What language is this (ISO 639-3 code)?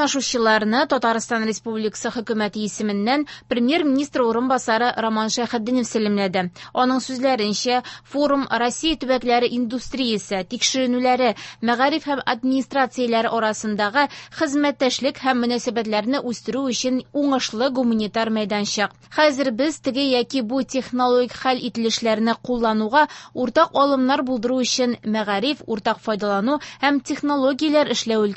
tat